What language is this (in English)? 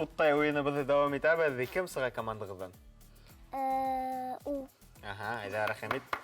Bashkir